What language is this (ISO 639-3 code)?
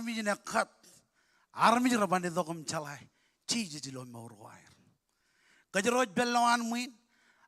mah